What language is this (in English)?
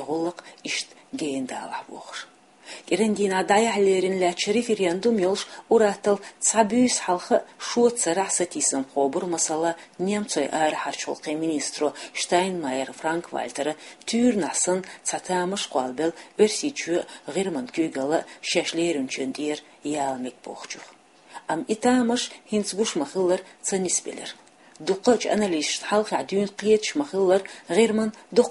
Chechen